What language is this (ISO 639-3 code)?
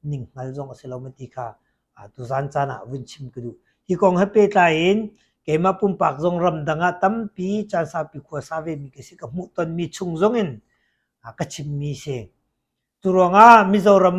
cnh